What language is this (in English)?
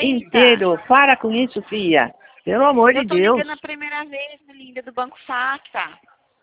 Portuguese